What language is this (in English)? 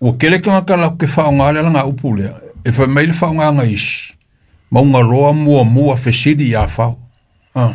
Samoan